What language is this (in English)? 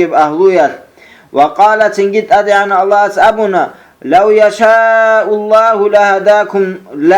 Avaric